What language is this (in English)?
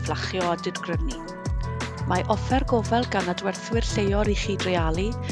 Welsh